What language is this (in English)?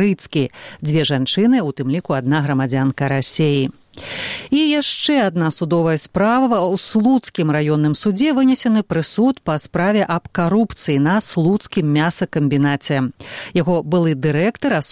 Belarusian